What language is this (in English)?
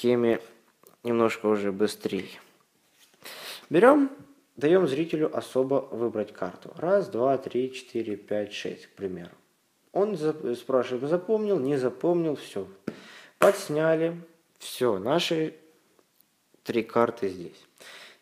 Russian